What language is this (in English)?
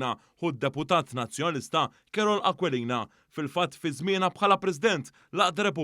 Maltese